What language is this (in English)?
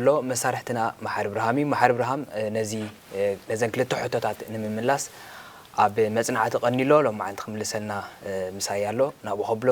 Tigrinya